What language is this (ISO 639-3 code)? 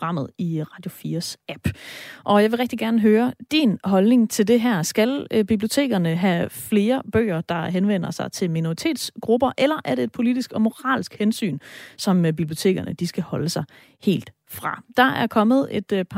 dan